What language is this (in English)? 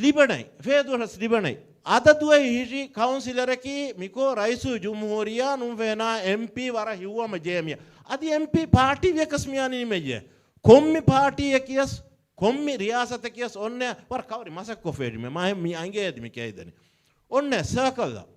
Divehi